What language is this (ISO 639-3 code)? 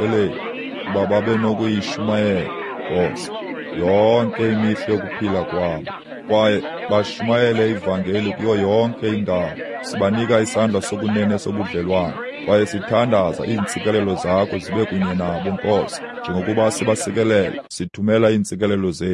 xho